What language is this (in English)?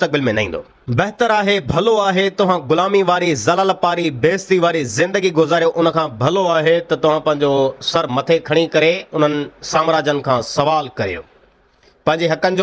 Sindhi